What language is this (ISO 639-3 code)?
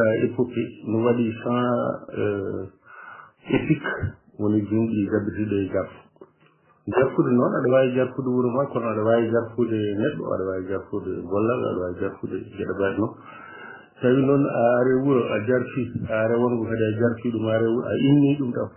ful